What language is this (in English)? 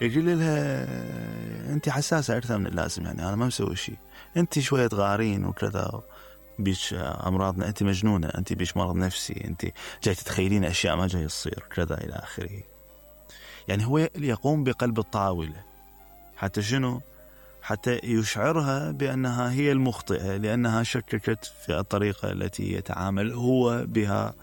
Mesopotamian Arabic